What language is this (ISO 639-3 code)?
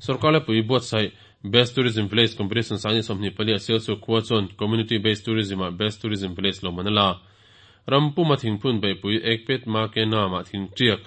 lus